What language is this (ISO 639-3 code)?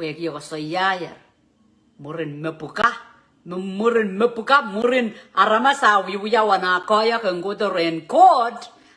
pon